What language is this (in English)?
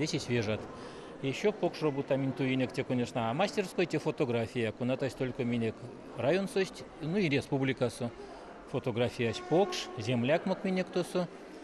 Erzya